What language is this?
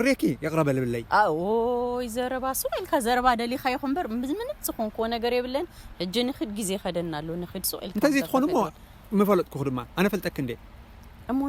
Tigrinya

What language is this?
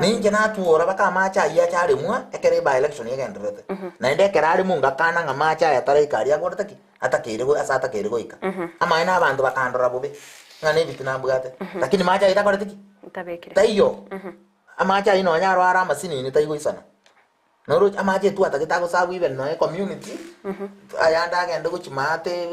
Gusii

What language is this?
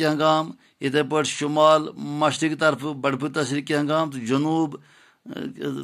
Kashmiri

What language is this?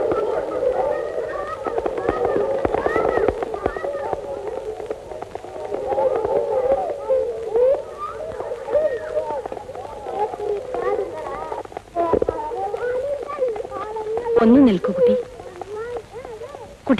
Malayalam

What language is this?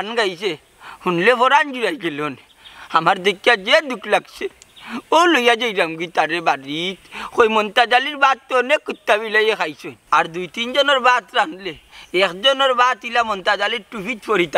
Sylheti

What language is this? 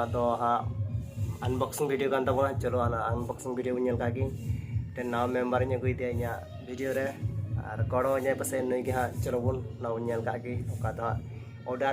Santali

